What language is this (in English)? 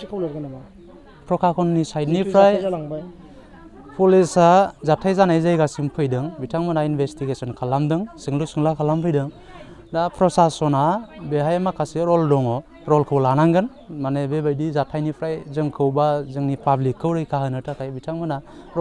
Bodo